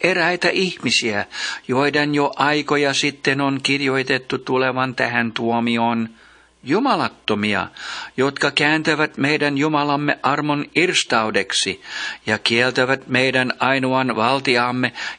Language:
Finnish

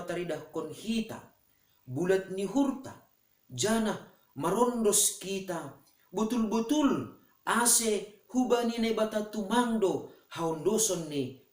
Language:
Batak Simalungun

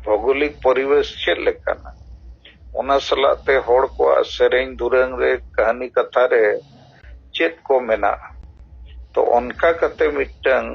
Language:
Santali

